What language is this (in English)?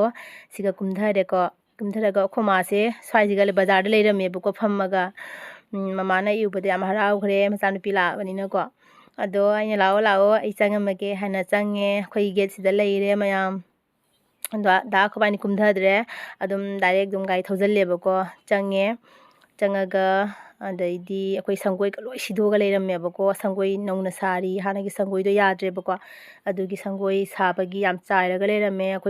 Manipuri